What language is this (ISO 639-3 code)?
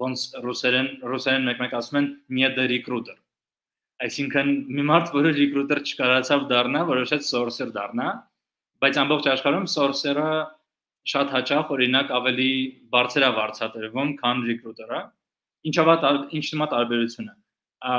hye